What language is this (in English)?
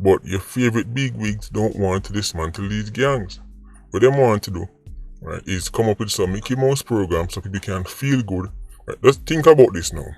Jamaican Creole English